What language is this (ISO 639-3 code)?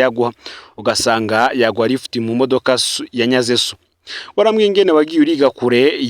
run